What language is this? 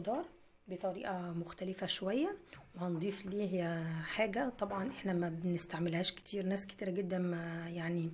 Egyptian Arabic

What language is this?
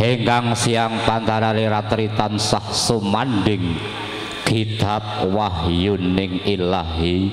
Javanese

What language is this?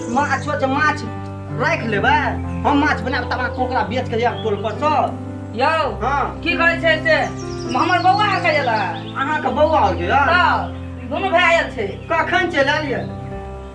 Maithili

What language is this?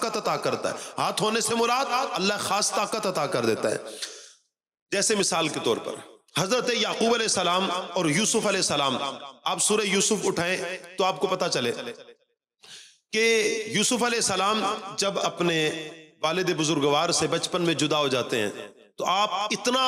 Urdu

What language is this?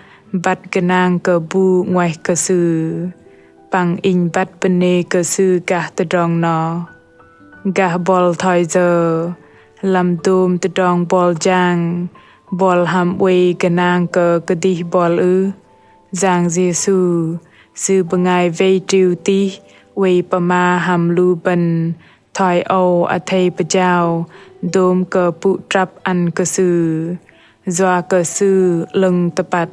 Bahnar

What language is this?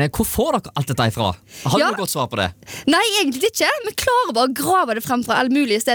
Norwegian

